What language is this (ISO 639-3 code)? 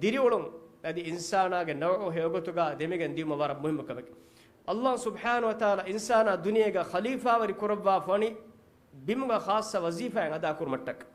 div